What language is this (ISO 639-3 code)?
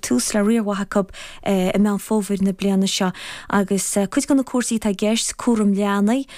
gle